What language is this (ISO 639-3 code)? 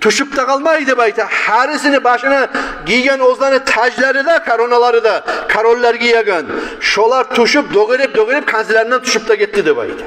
kum